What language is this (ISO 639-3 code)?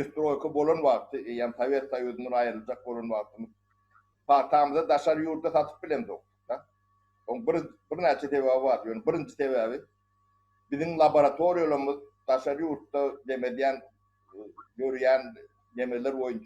tuk